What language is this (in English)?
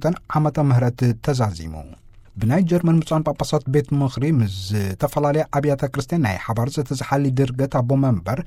Tigrinya